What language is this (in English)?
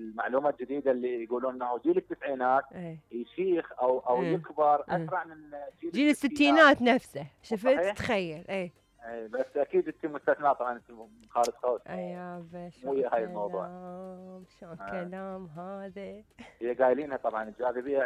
Mesopotamian Arabic